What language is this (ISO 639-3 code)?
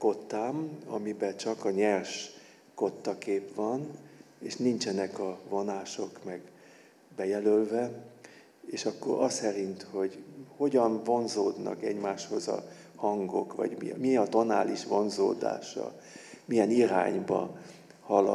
hun